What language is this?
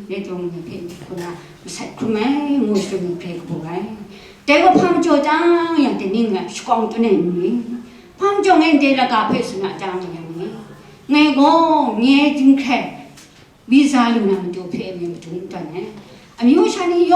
Kachin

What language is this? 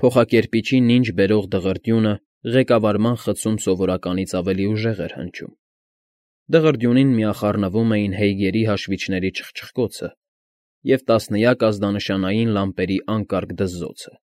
Armenian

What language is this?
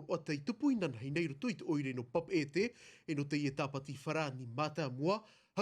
Tahitian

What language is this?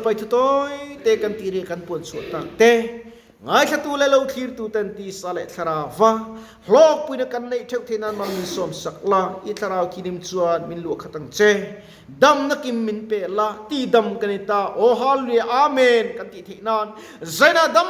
Mizo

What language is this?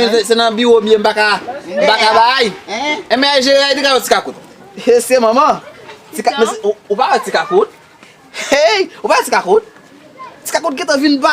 Haitian Creole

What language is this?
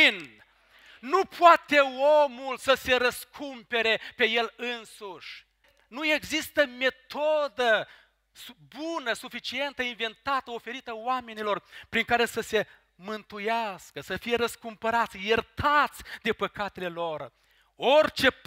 Romanian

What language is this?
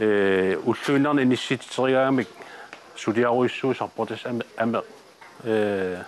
Kalaallisut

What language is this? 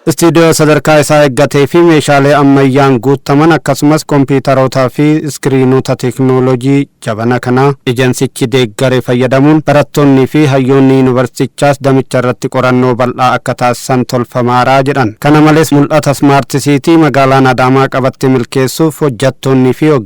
Oromo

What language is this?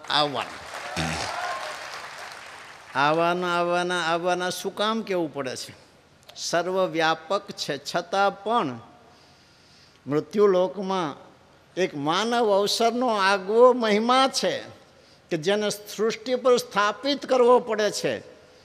Gujarati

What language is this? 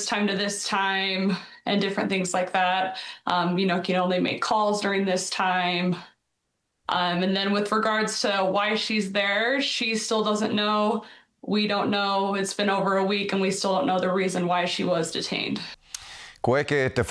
Māori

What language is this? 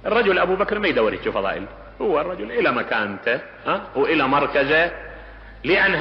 Mesopotamian Arabic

